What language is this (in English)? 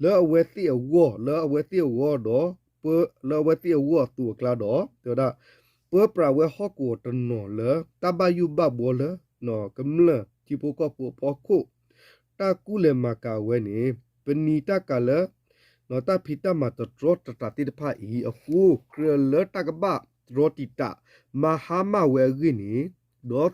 S'gaw Karen